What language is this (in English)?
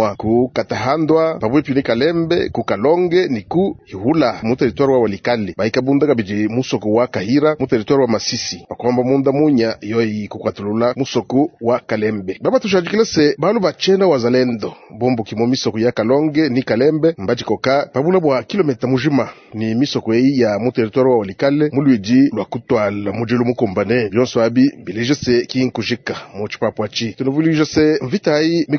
Luba-Lulua